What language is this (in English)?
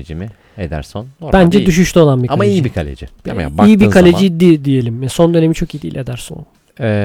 Turkish